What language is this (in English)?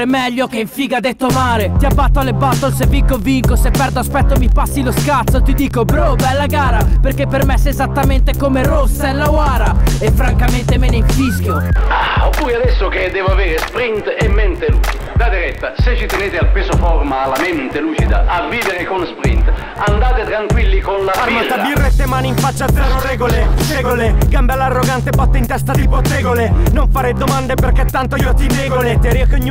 Italian